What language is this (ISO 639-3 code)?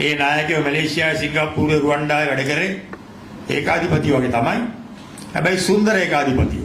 sin